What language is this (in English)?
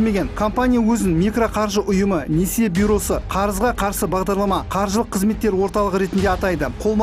Kazakh